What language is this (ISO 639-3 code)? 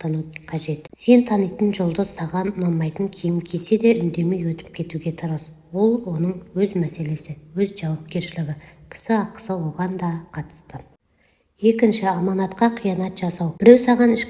kaz